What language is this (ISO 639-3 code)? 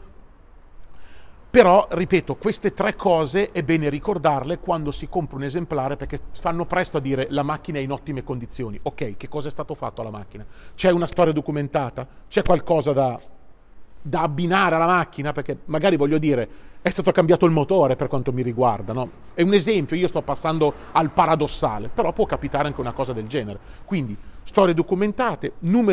ita